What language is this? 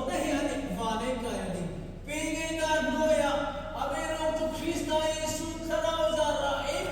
Hmar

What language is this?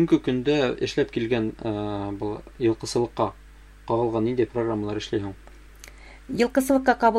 Bashkir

